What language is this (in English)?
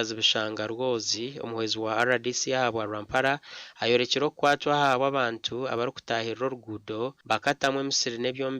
Nyankole